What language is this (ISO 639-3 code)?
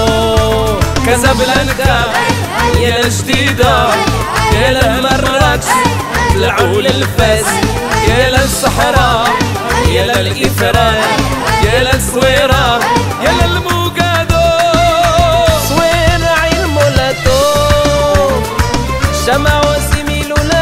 heb